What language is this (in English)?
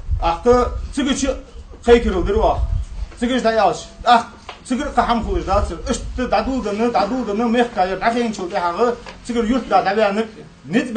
Ingush